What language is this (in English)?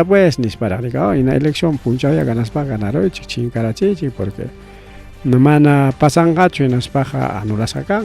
Ayacucho Quechua